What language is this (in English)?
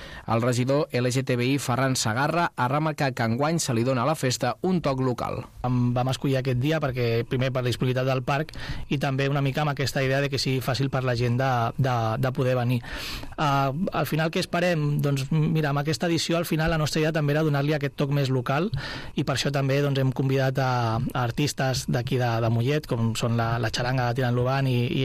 Catalan